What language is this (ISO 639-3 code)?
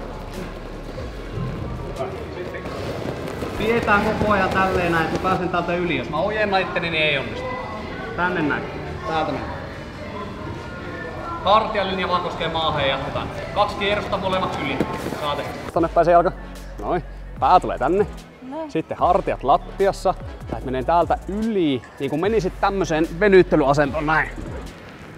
fin